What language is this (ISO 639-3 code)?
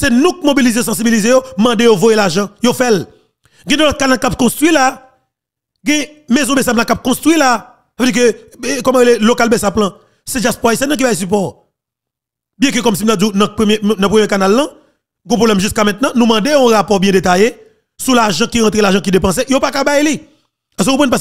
hat